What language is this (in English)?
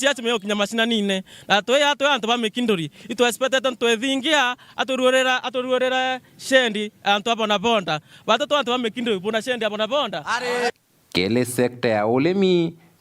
Meru